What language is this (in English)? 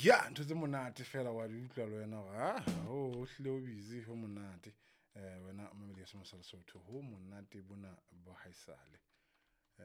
Southern Sotho